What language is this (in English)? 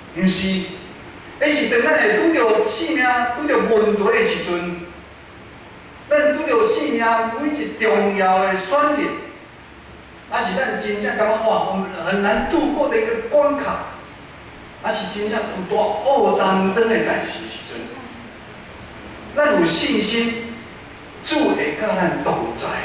Min Nan Chinese